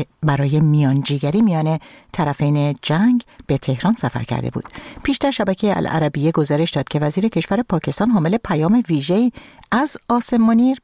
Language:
Persian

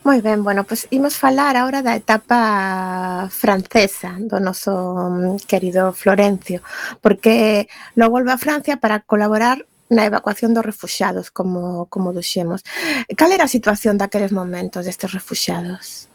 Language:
Galician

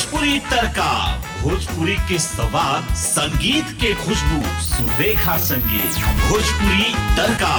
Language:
Bhojpuri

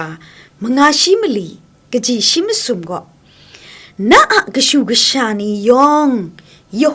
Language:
Kachin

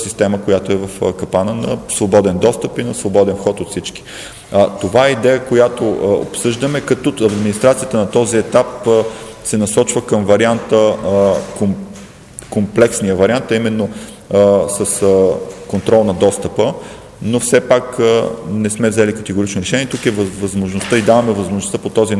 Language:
Bulgarian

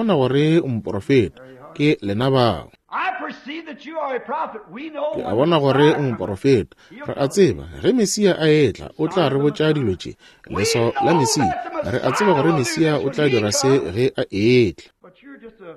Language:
Northern Sotho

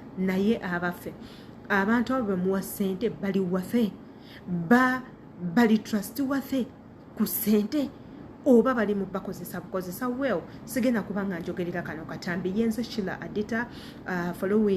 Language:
Ganda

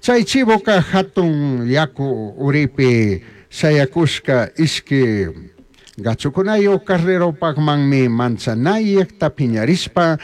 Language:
Chimborazo Highland Quichua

